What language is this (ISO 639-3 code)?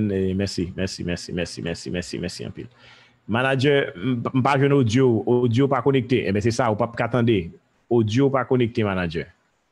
hat